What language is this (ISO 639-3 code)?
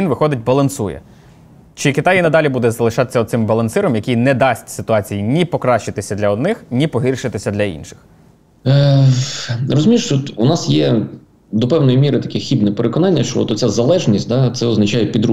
ukr